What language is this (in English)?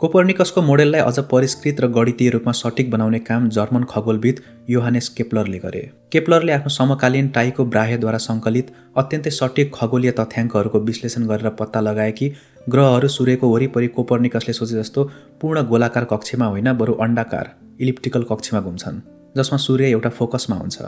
Nepali